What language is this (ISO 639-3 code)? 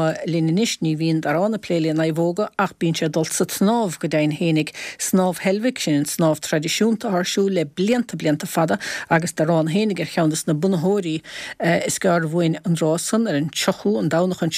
gle